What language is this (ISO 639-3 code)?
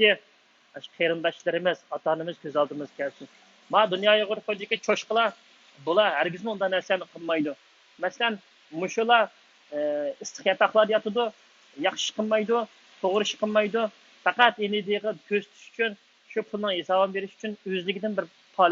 uig